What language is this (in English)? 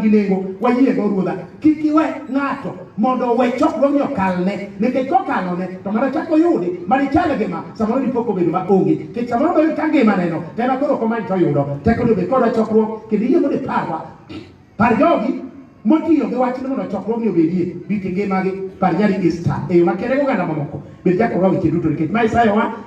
Luo (Kenya and Tanzania)